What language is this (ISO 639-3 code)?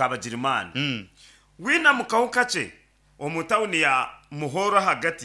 nyn